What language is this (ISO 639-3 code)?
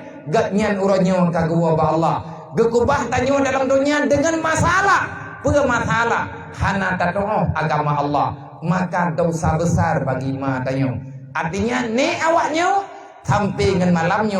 ace